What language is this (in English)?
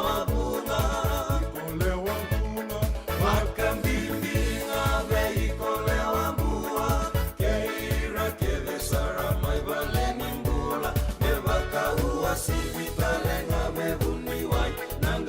Fijian